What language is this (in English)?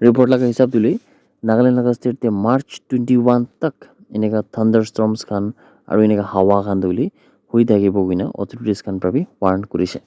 Naga Pidgin